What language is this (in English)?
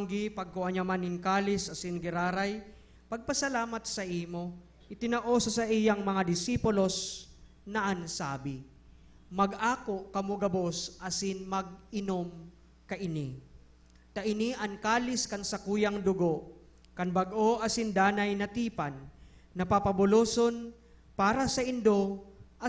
Bikol